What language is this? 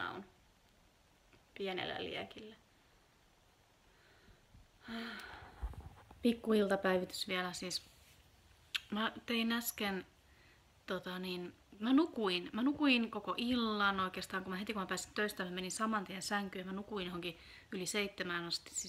Finnish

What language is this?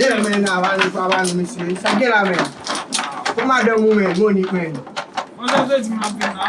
Haitian Creole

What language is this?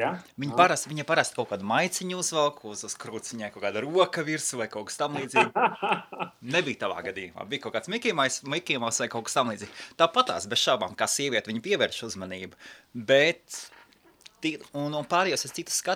Latvian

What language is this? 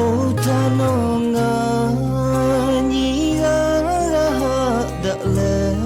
Lahu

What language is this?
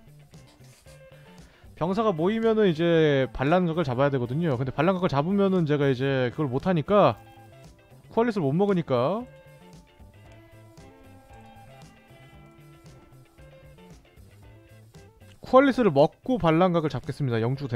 Korean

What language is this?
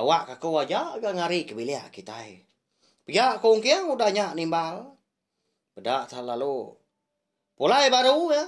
Iban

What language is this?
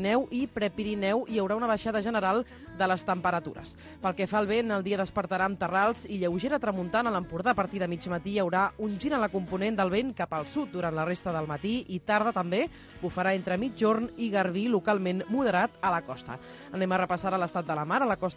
Catalan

